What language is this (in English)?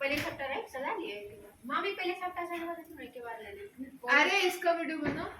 Maithili